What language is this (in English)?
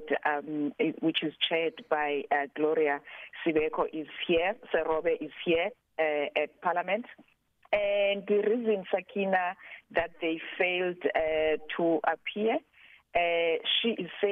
English